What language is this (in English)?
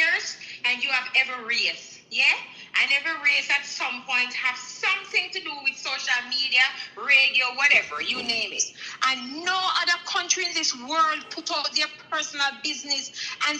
Jamaican Creole English